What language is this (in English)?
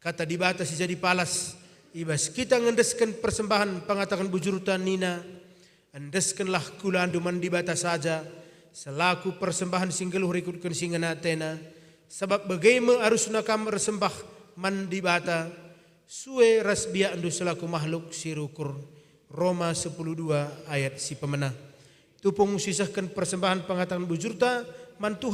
Batak Karo